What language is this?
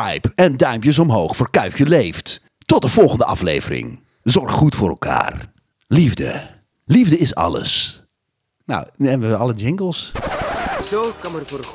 Dutch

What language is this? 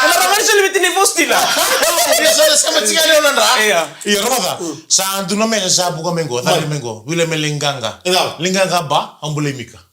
Fijian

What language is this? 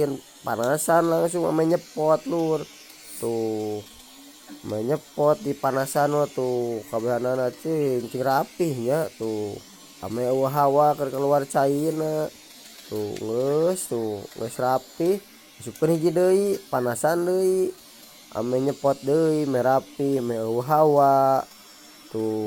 Sundanese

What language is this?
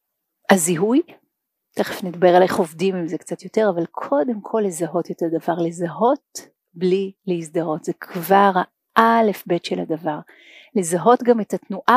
Hebrew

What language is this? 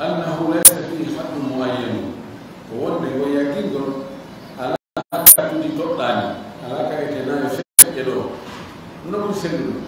Fula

